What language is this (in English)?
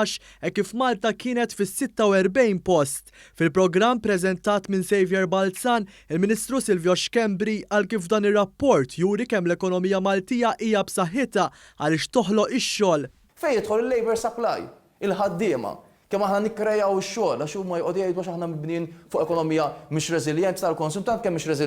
Maltese